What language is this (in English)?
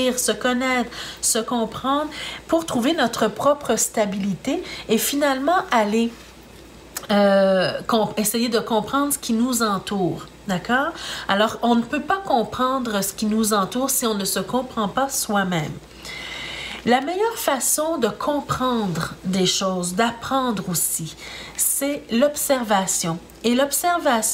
French